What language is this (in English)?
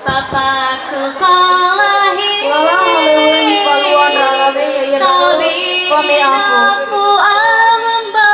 Nias